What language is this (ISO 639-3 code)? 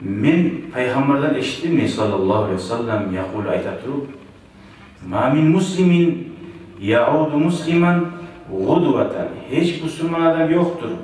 kum